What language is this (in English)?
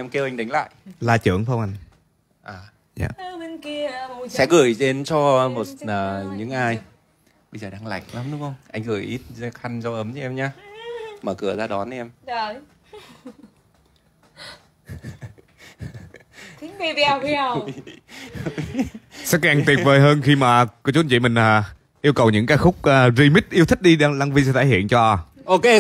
Vietnamese